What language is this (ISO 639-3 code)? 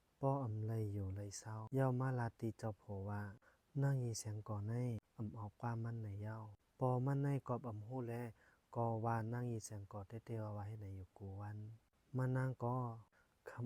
shn